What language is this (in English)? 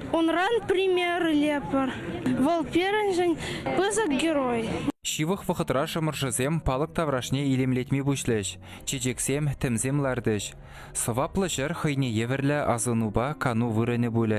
Chuvash